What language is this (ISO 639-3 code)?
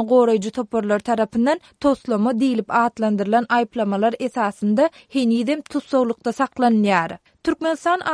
tuk